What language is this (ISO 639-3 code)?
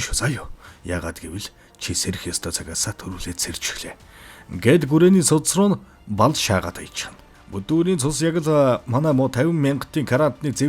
mon